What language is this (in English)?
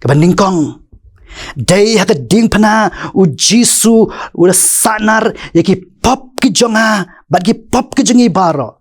Khasi